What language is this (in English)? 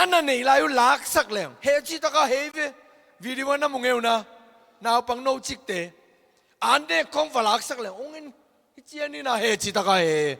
Tedim Chin